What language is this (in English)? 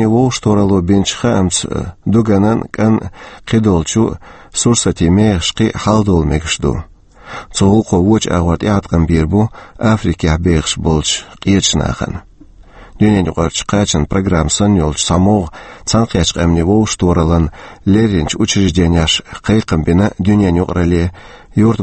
Chechen